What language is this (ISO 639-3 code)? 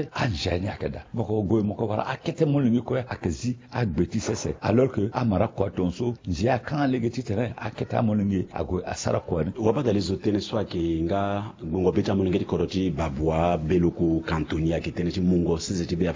sag